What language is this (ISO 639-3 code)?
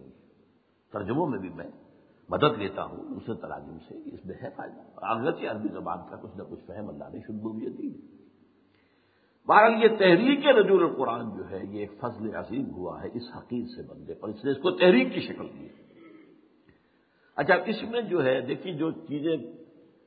urd